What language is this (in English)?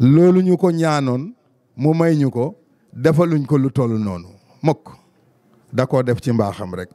Wolof